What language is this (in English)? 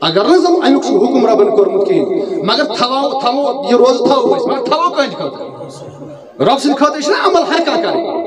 Kashmiri